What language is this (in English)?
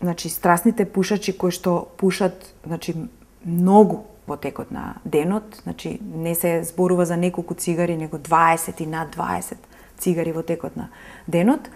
Macedonian